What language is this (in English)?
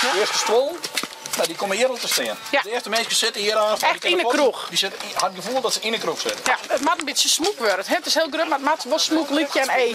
Western Frisian